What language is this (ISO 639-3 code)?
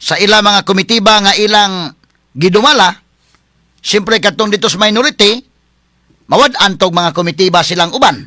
ceb